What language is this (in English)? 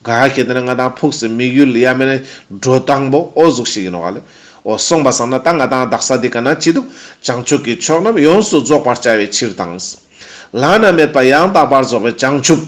Ladakhi